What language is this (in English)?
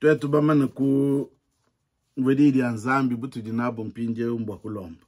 Luba-Lulua